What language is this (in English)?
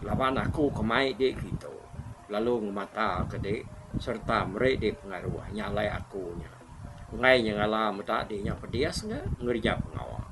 Iban